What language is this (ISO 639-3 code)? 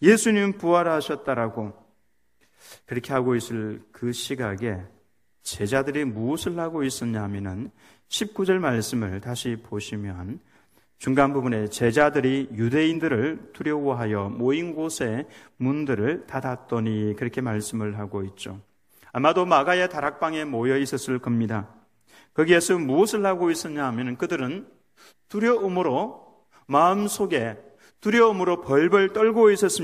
kor